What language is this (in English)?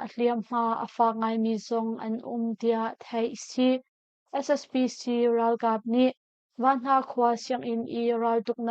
Hakha Chin